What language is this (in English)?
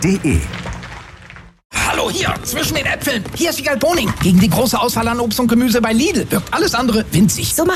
German